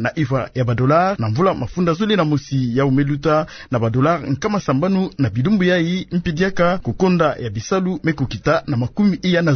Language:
Kituba (Democratic Republic of Congo)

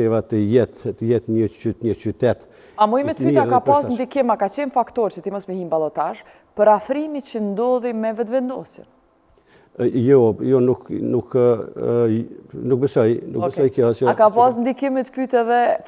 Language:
Albanian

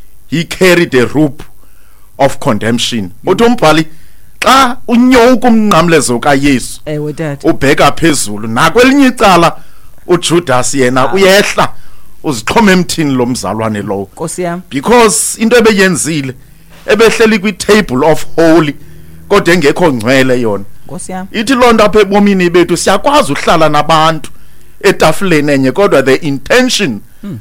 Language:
Xhosa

